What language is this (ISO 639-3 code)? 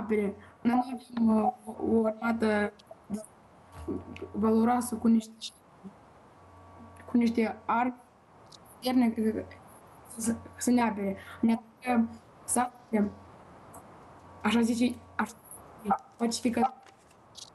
ron